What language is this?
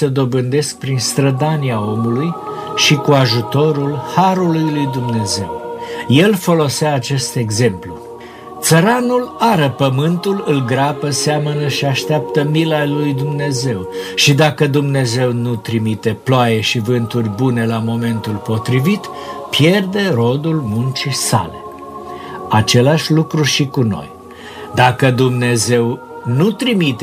Romanian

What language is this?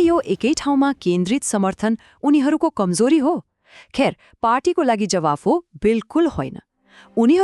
Nepali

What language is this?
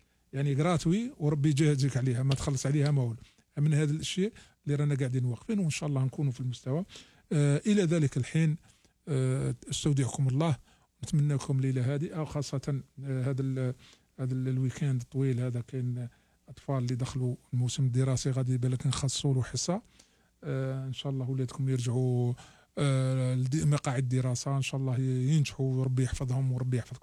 Algerian Arabic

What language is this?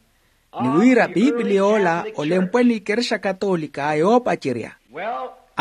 Makhuwa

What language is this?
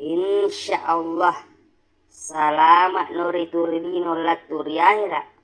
Buginese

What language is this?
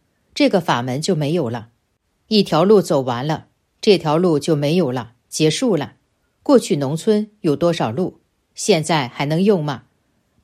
Chinese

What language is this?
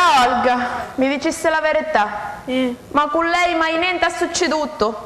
Sicilian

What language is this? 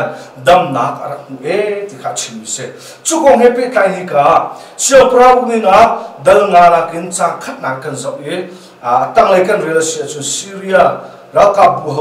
Hakha Chin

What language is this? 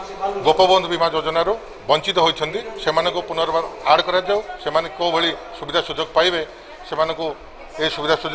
Odia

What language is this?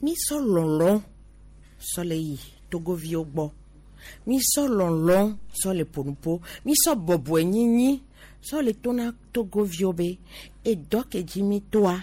Gen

